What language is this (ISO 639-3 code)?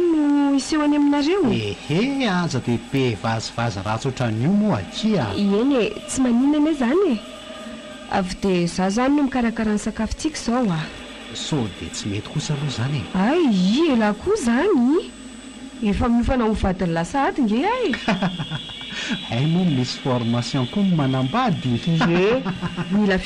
mlg